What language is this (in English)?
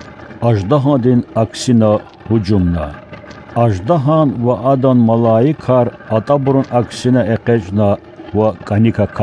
Lezghian